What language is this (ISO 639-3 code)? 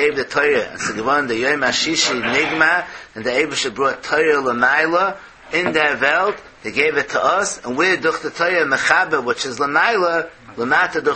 yid